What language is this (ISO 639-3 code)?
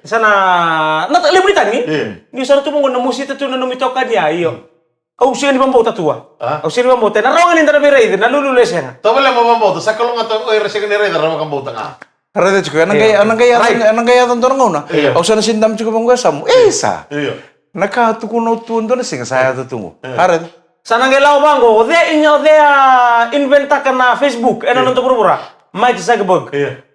fij